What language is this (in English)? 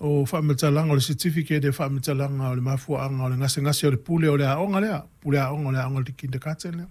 Samoan